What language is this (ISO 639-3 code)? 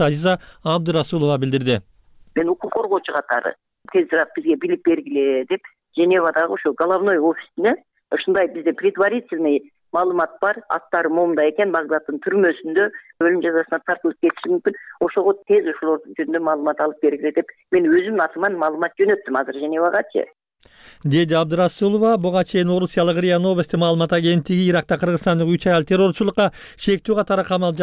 kir